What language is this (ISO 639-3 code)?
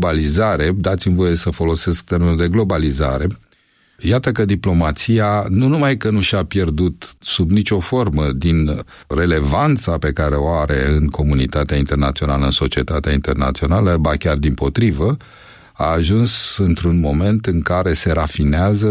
ron